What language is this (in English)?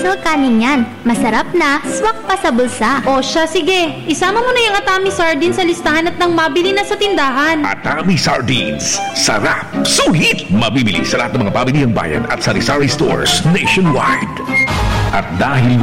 Filipino